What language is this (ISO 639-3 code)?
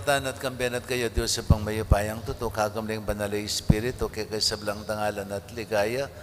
pam